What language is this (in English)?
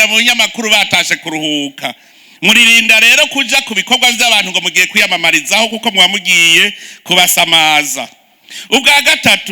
Rundi